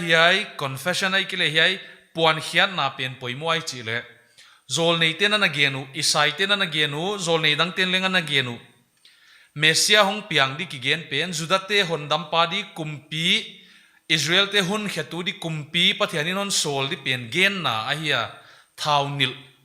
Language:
Paite Chin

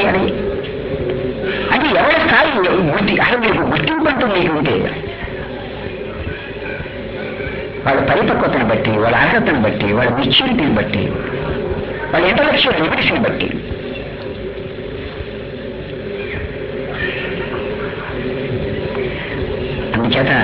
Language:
Telugu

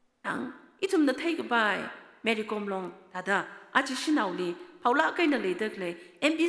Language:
Tangkhul Naga (India)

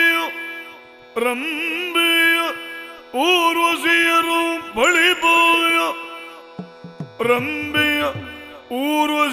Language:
Kannada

